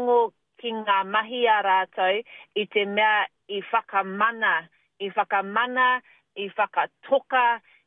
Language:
Māori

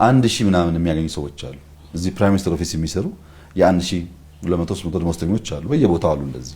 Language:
Amharic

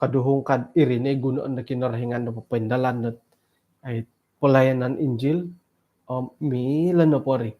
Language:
Central Dusun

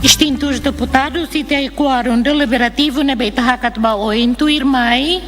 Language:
Tetum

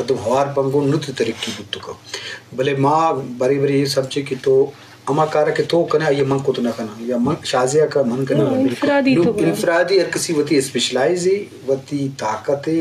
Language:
Eastern Balochi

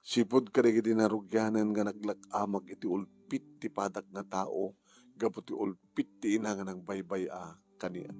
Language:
Iloko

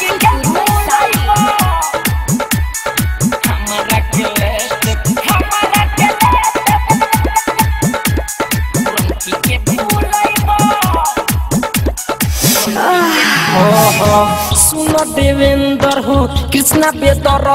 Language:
Bhojpuri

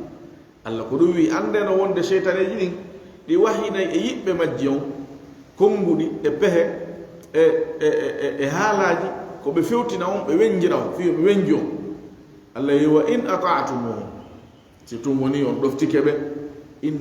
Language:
Fula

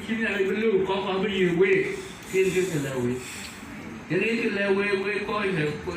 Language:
Dinka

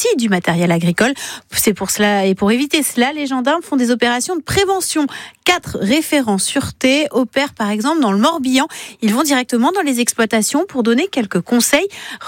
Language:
French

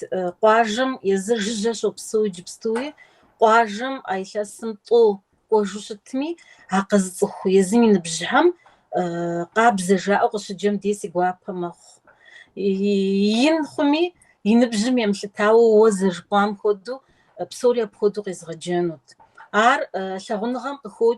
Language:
Kabardian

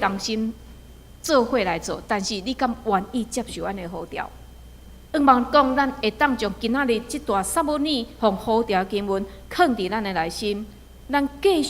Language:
Min Nan Chinese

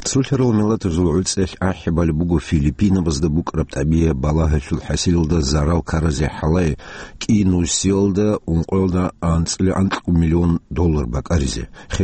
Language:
Avaric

